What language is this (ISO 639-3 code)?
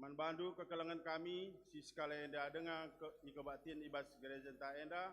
btx